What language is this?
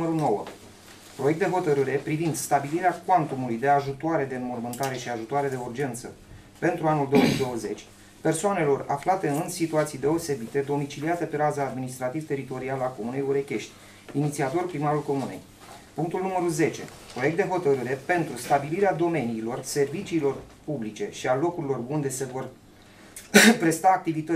Romanian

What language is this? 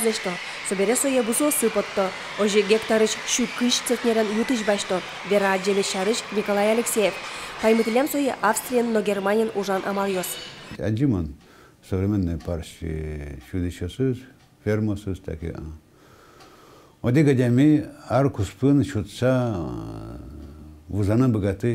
Udmurt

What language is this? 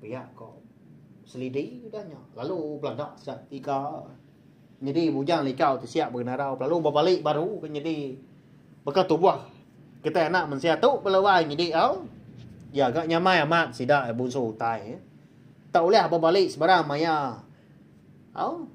Iban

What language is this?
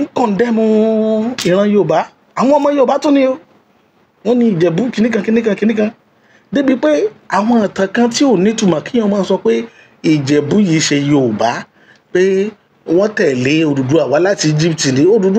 Yoruba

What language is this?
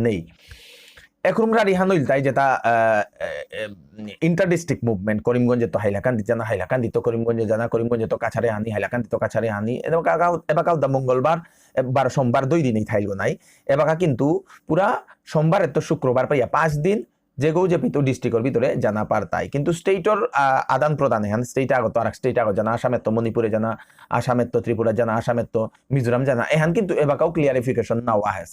Bishnupriya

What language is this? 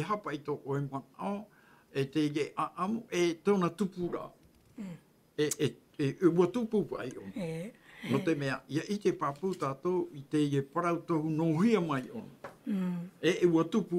Tahitian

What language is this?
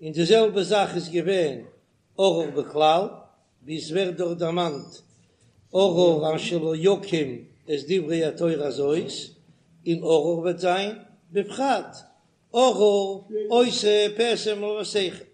Yiddish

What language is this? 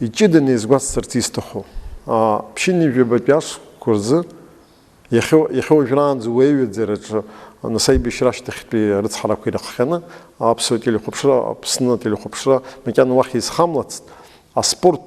Abkhazian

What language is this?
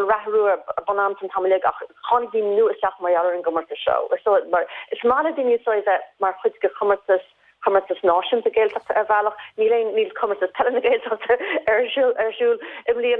Irish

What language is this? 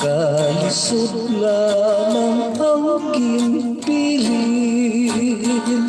Hiligaynon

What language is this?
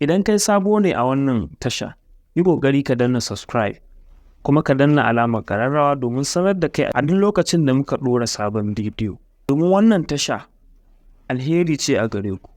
Hausa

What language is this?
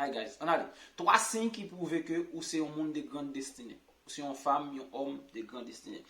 Haitian Creole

